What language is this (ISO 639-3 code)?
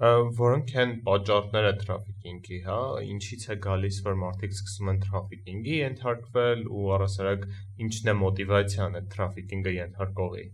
hye